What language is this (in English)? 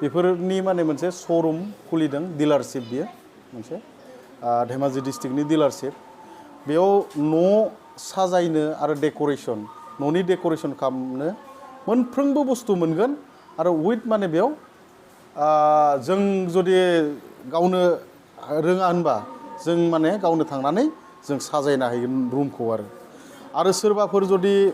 Bodo